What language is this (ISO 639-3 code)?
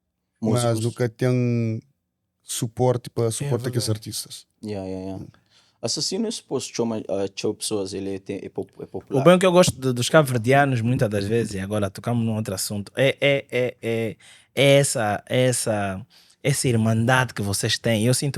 kea